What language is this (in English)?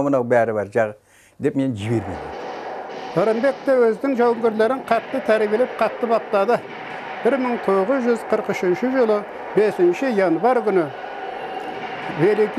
Kazakh